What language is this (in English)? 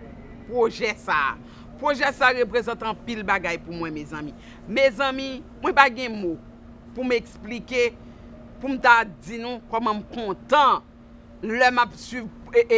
Haitian Creole